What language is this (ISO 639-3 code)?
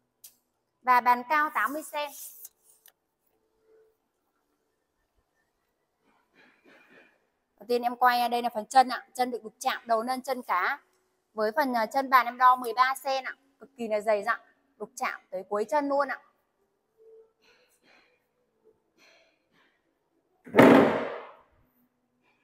vie